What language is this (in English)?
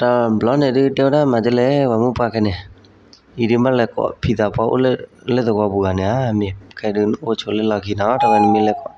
S'gaw Karen